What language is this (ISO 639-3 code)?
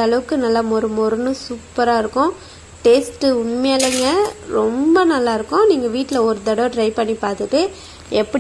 tam